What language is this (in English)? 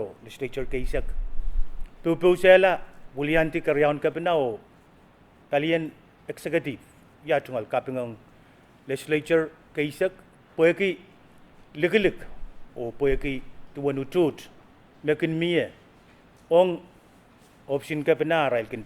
Pohnpeian